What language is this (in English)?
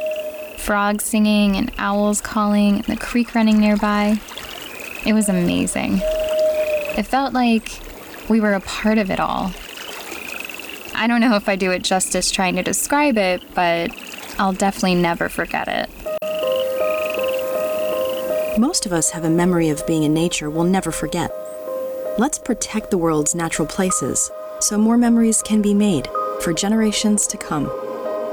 English